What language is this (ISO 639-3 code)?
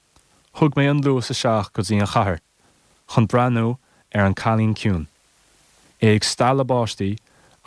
gle